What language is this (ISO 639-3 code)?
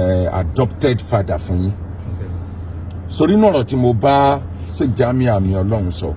yor